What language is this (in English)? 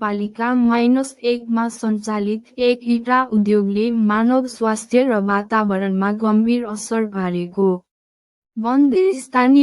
Nepali